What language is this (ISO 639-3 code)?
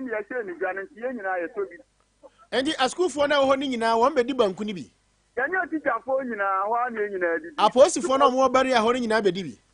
aka